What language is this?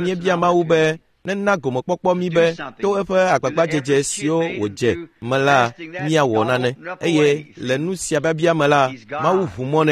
Ewe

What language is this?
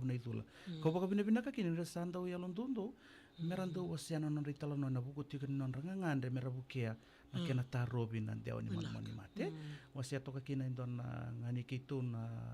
Fijian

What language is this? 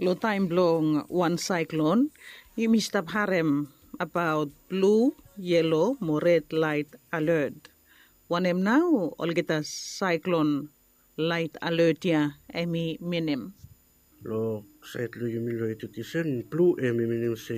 Bislama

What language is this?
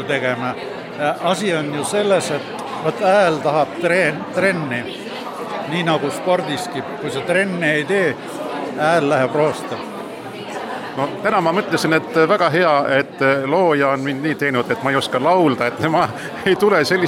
Estonian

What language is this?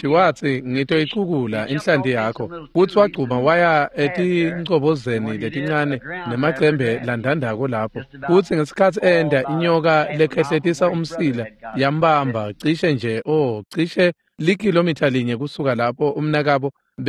Swati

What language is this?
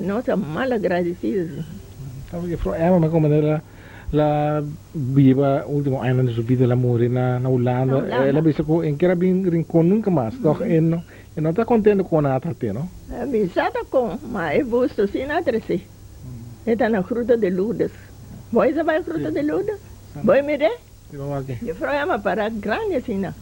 Papiamento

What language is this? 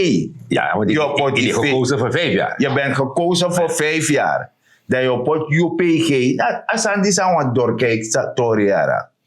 Sranan Tongo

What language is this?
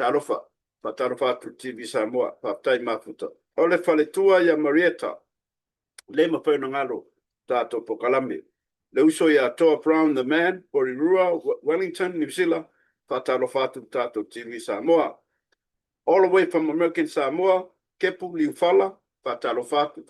Samoan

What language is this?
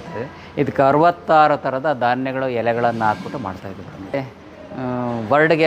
Kannada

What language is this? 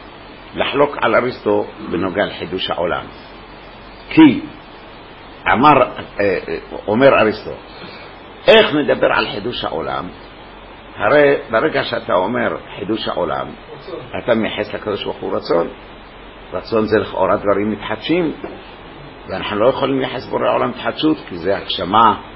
Hebrew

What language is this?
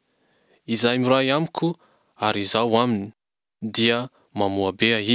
Malagasy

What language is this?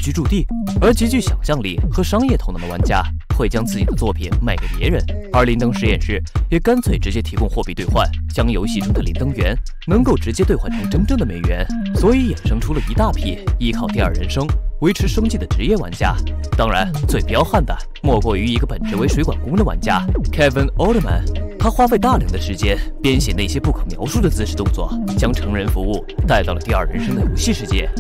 Chinese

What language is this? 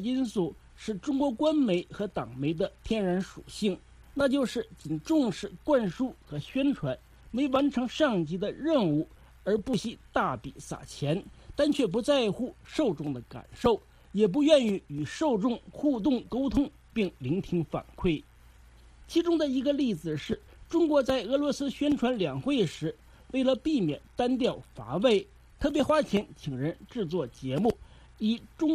Chinese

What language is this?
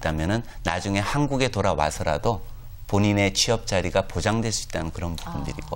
Korean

